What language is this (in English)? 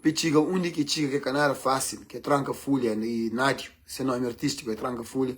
Kabuverdianu